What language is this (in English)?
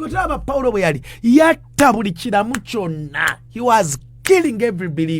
Ganda